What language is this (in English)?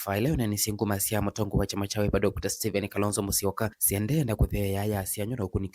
Kamba